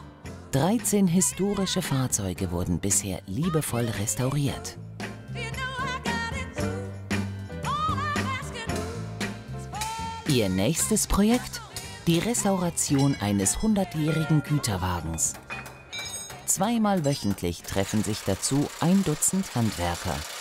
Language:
German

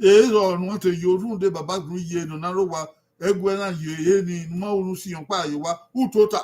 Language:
Bini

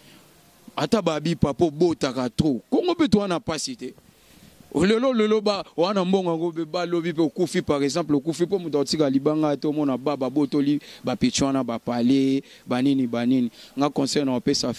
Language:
Lingala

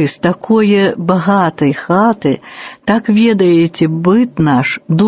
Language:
Belarusian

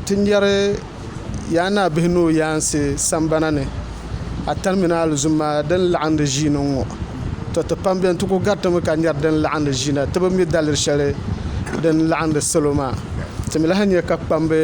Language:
Dagbani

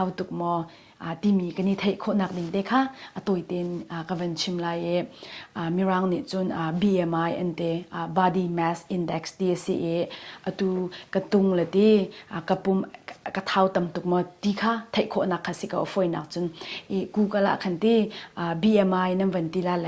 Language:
Hakha Chin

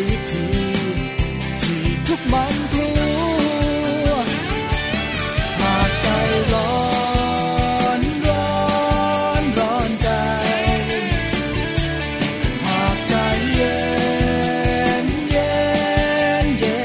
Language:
Thai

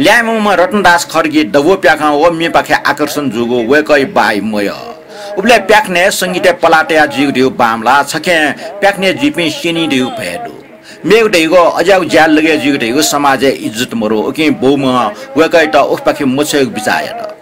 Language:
Newari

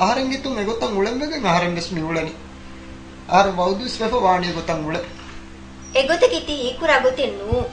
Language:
Divehi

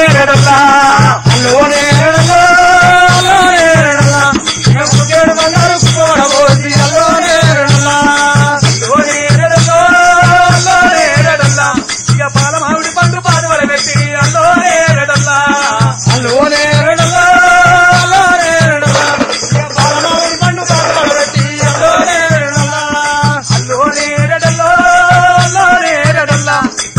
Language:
Telugu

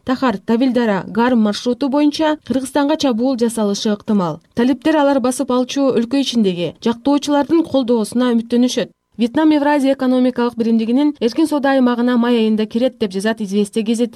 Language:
Kyrgyz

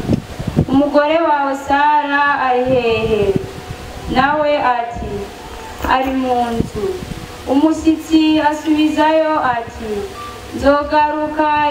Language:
Rundi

